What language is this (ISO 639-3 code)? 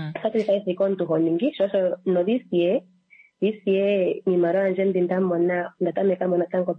kua